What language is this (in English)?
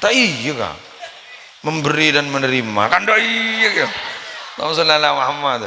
Madurese